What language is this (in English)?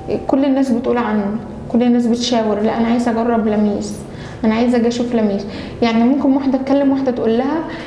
Egyptian Arabic